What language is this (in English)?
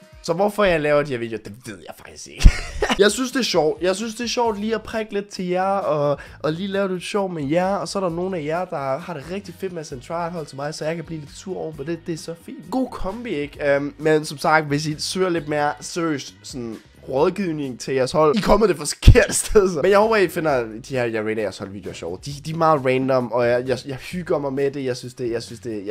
Danish